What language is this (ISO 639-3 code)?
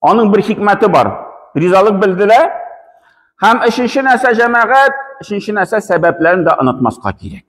tat